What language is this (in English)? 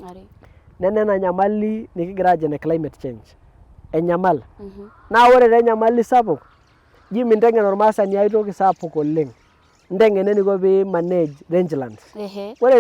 Masai